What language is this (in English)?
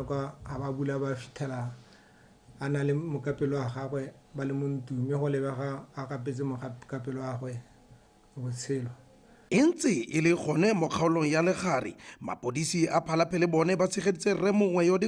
Tswana